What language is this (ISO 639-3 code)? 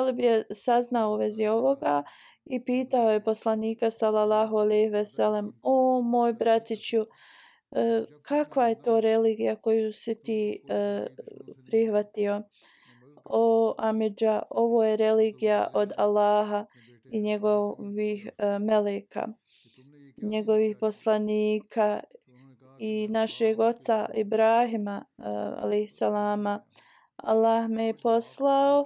bos